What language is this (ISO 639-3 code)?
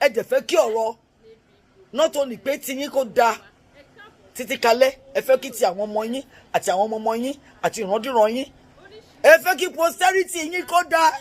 yor